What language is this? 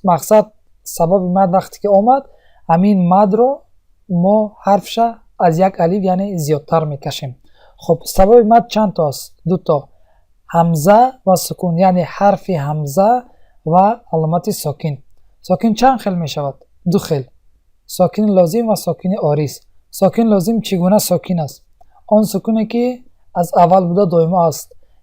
Tajik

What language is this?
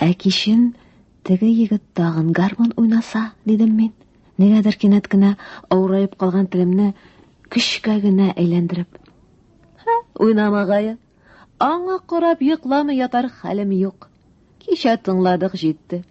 Tatar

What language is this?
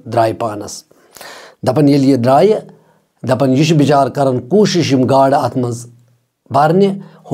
Kashmiri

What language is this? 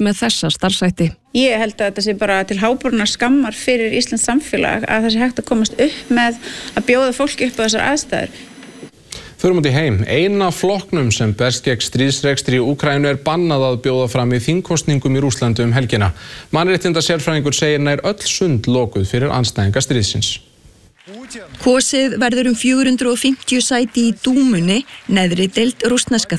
Icelandic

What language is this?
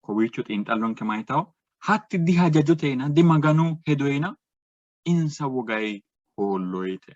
Sidamo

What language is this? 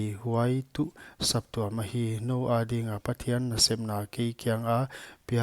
Paite Chin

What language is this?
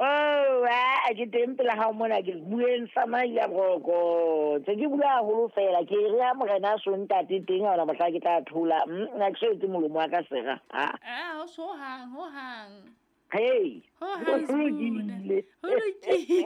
Southern Sotho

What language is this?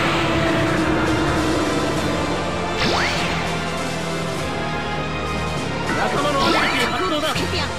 Japanese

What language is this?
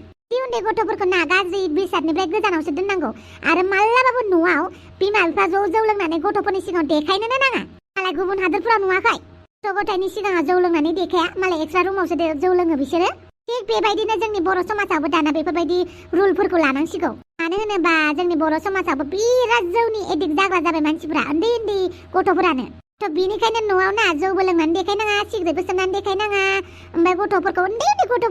Bodo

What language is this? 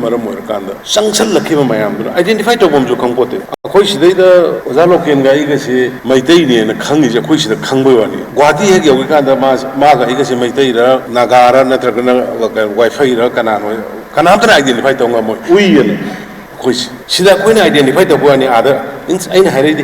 Manipuri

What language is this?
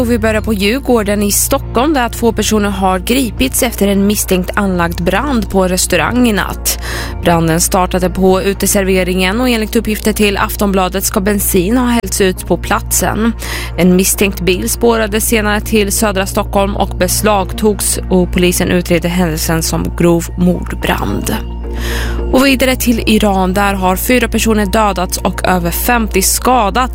Swedish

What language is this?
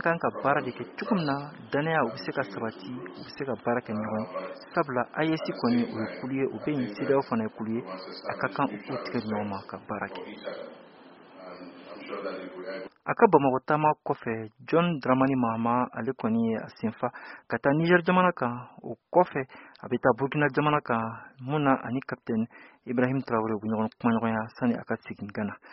Bambara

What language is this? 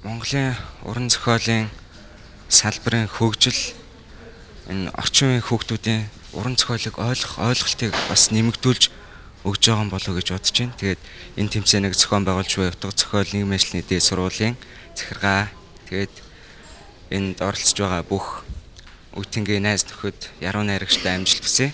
Mongolian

